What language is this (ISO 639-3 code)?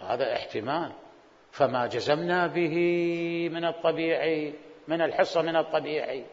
acm